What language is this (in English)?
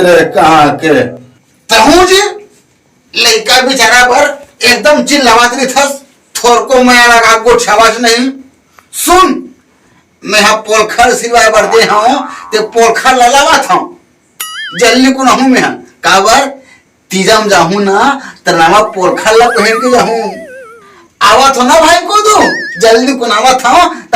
Chhattisgarhi